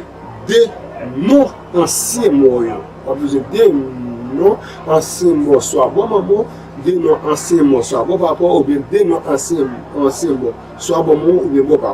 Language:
Haitian Creole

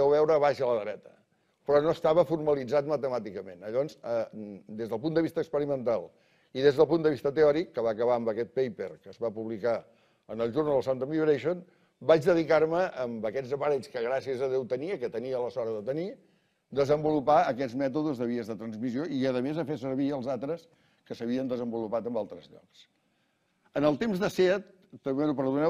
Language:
Catalan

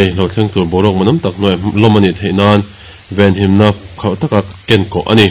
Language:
Mizo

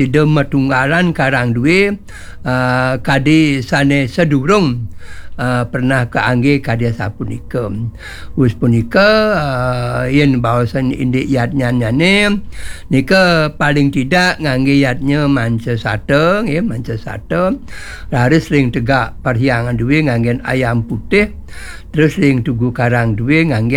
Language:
Balinese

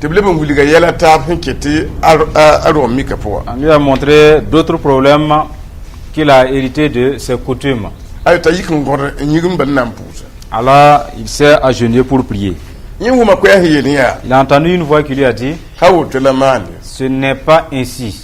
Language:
Mossi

